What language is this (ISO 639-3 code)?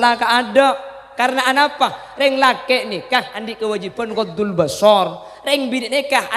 mad